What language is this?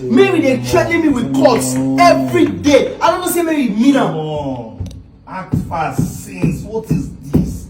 Nigerian Pidgin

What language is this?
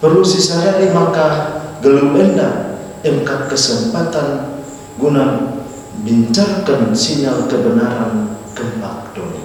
Batak Karo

